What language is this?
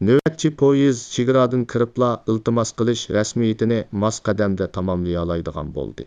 Uyghur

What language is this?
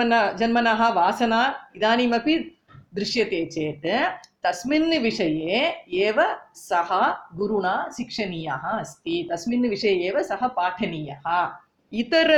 Sanskrit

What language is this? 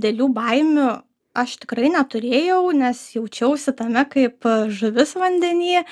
Lithuanian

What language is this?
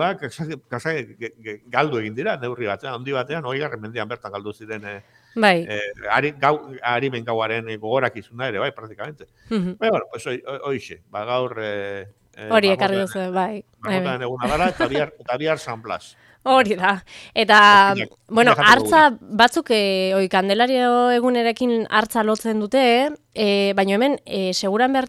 Basque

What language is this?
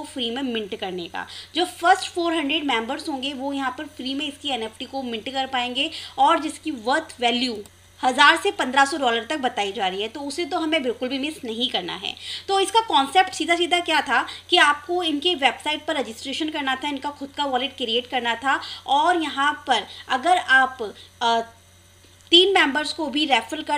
Hindi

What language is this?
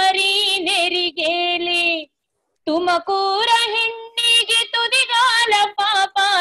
Kannada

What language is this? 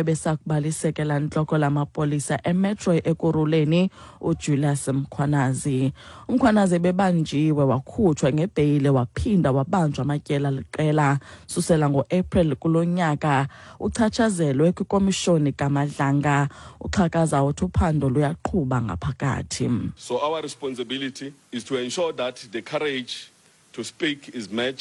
Xhosa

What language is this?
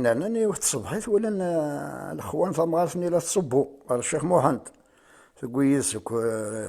Kabyle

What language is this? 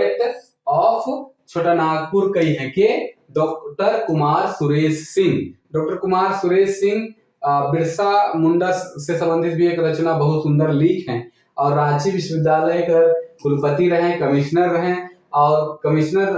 Sadri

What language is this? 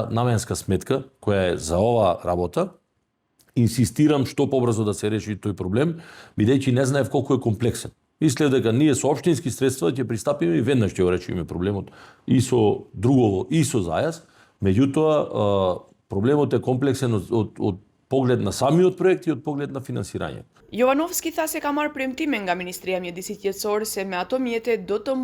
Macedonian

